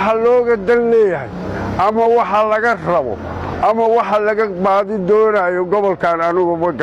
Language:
Somali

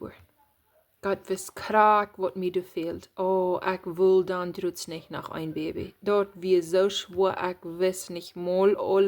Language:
Plautdietsch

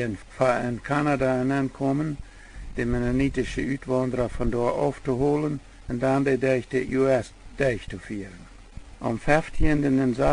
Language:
Plautdietsch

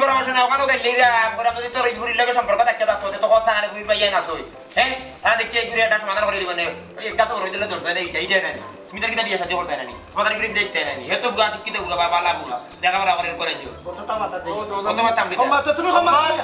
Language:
Sylheti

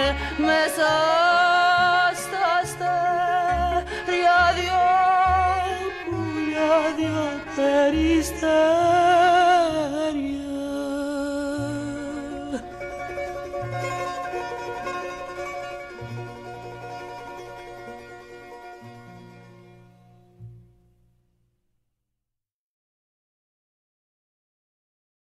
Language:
Greek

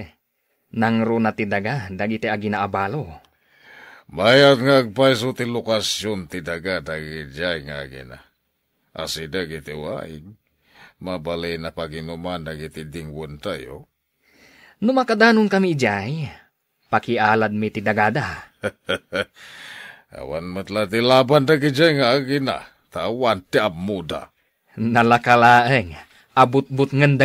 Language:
Iloko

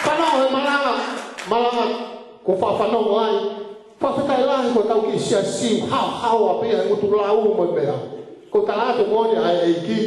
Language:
Tongan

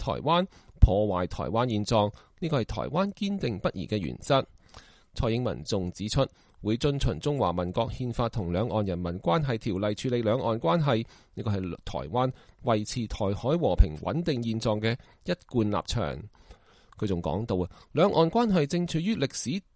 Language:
Cantonese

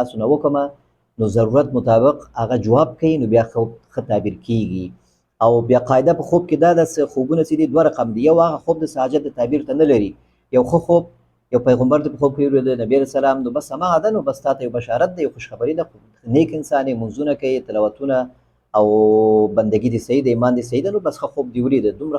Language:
Pashto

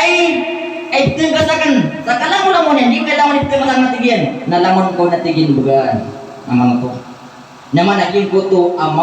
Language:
Maranao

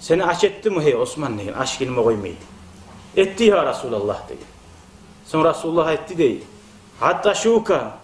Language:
Kumyk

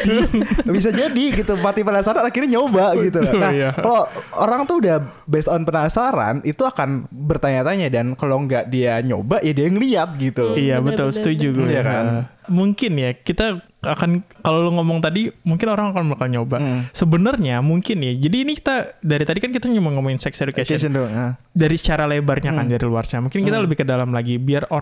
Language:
Indonesian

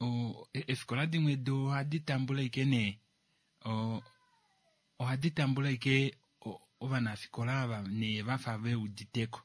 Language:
Kuanyama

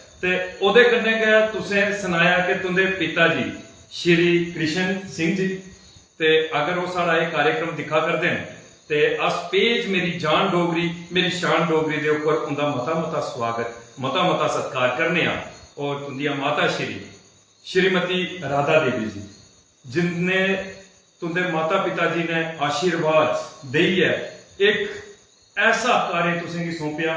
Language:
Dogri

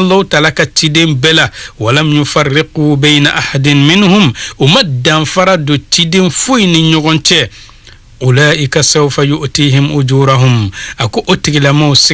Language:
Bambara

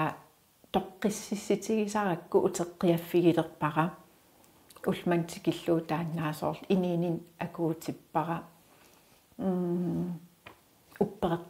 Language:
Kalaallisut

